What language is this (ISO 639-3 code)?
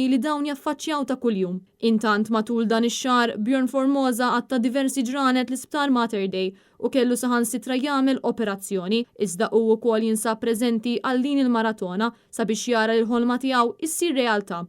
mlt